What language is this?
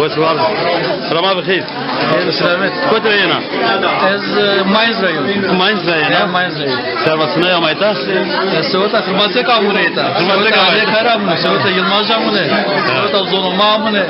Zaza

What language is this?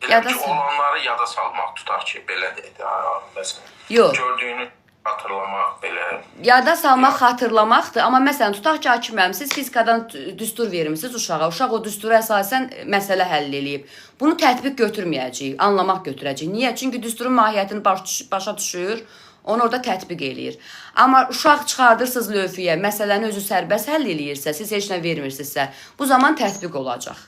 Azerbaijani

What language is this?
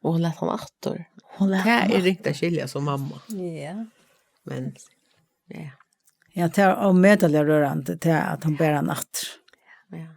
Faroese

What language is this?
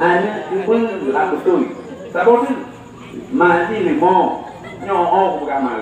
Achinese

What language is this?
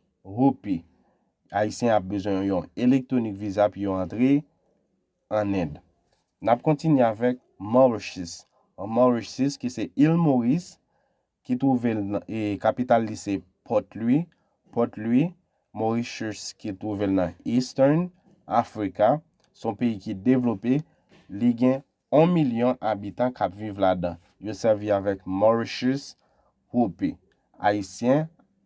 Haitian Creole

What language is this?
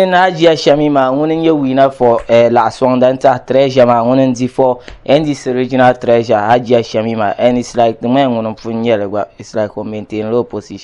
Dagbani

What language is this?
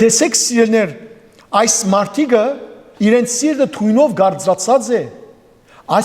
Western Armenian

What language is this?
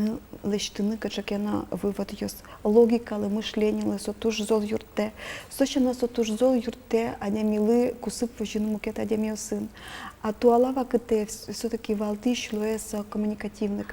Udmurt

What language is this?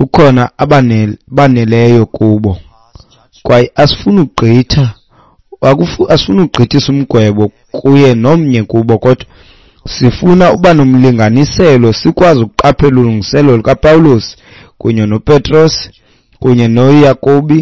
Xhosa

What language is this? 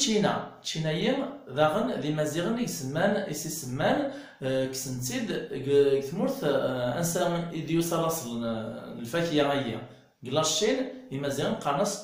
Kabyle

